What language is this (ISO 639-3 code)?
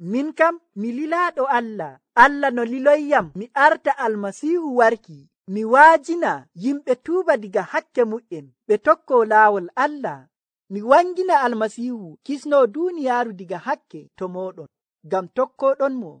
fuv